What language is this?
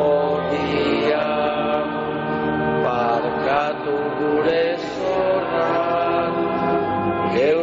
Basque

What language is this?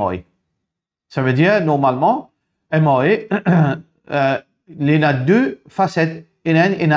Morisyen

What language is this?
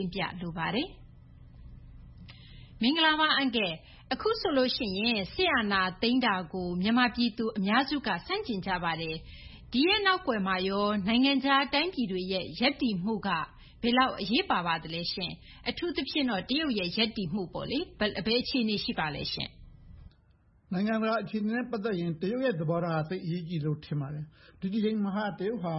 Burmese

